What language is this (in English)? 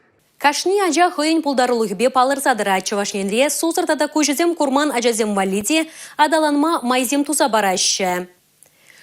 Chuvash